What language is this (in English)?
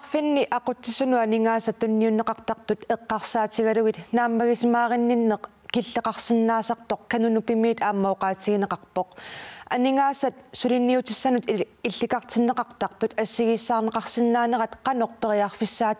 Kalaallisut